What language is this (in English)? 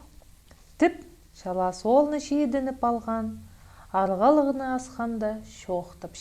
Khakas